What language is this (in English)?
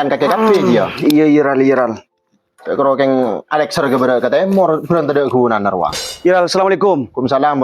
Madurese